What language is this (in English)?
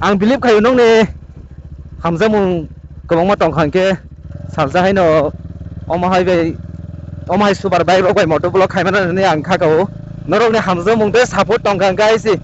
Kok Borok